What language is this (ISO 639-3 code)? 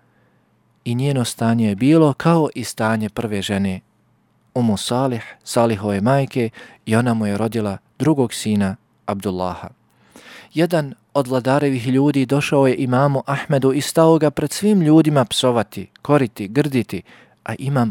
bos